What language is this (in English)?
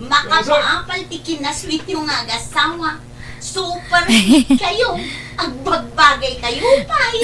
Iloko